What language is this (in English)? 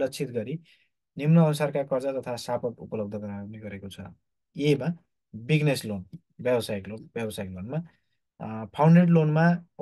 Nepali